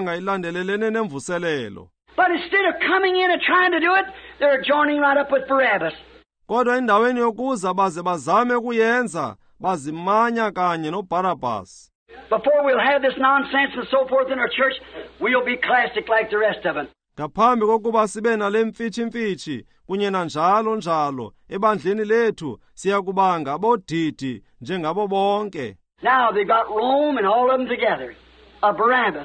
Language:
Xhosa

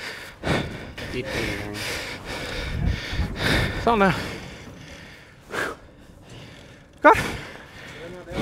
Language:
Danish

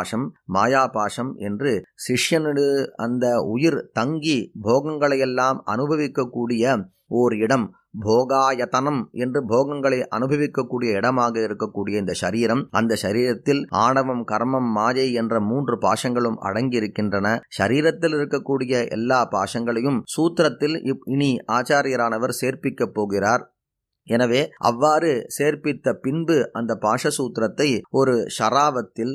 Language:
Tamil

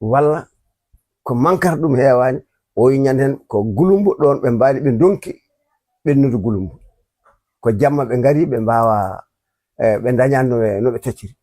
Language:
Fula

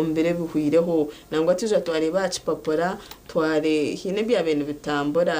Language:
Nyankole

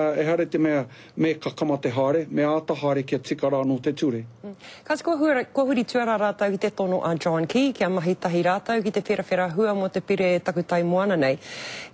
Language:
Māori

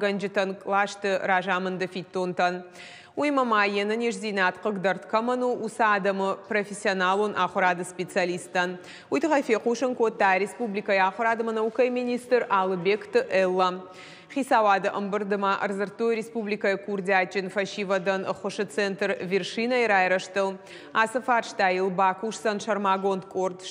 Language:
Ossetic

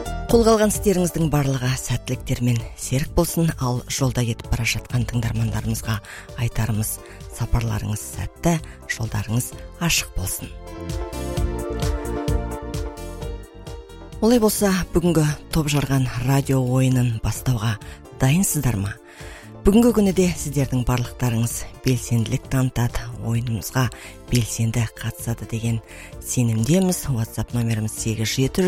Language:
Kazakh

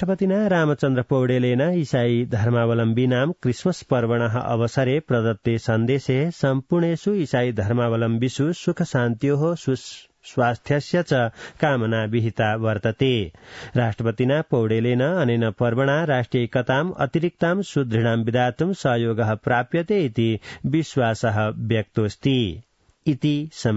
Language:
Sanskrit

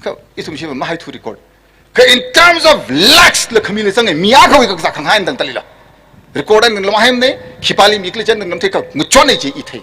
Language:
Tangkhul Naga (India)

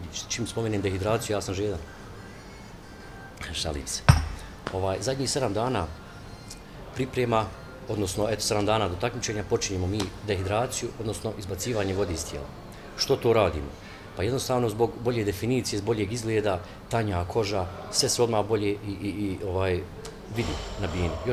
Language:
Bosnian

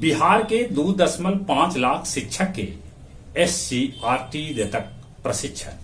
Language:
Magahi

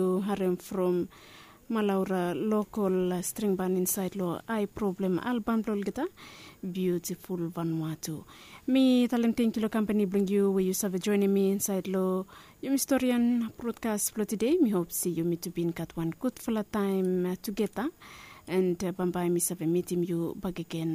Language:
Bislama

